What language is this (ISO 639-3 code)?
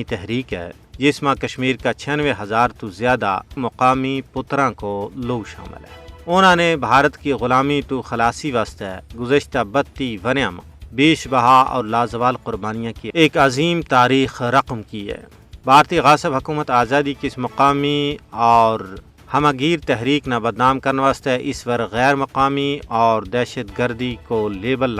gju